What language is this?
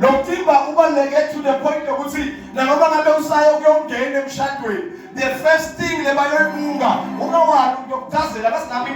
Zulu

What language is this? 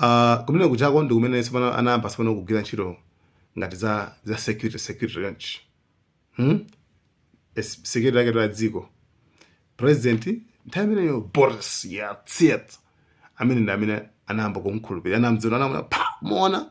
Nyanja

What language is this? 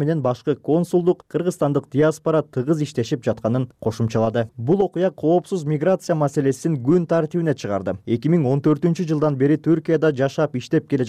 Kyrgyz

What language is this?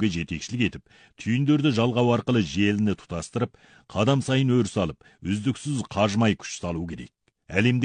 Kazakh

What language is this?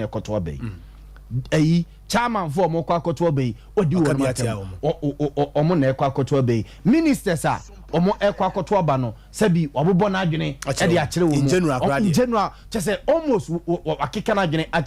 Akan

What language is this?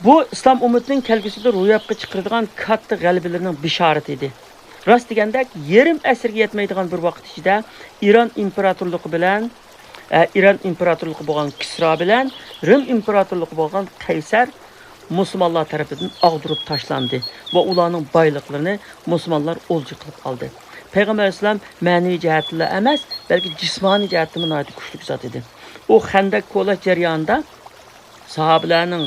Uyghur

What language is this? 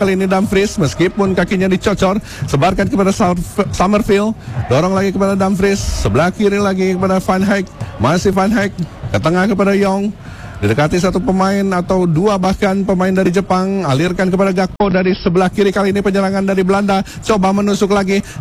Indonesian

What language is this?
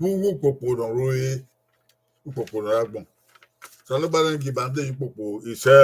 Bini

